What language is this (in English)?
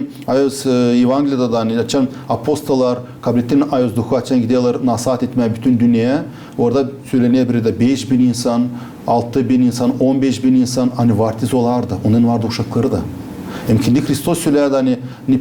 Gagauz